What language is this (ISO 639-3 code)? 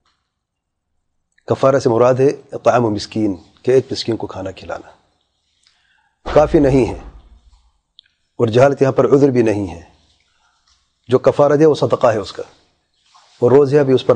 urd